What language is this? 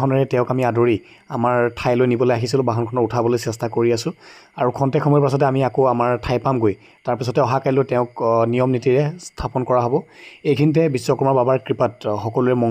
Assamese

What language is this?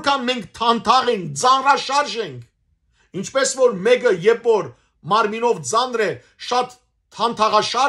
Western Armenian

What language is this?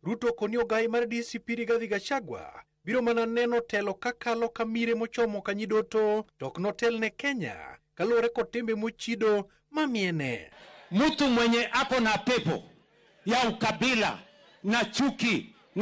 Luo (Kenya and Tanzania)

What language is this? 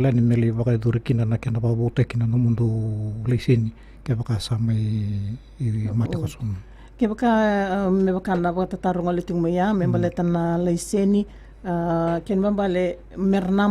Fijian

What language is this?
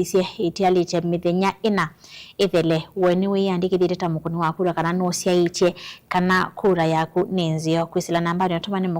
Kamba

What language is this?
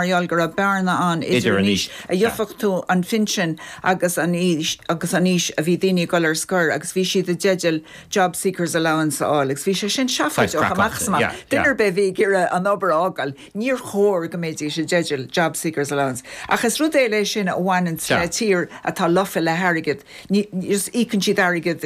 Irish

